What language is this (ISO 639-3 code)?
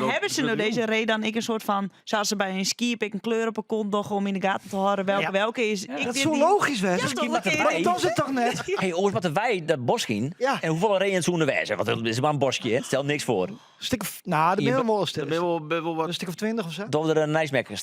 fry